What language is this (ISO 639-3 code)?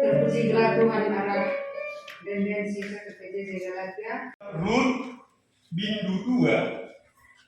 btx